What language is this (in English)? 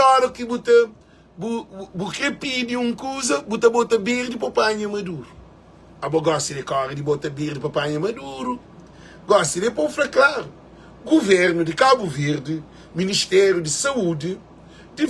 Kabuverdianu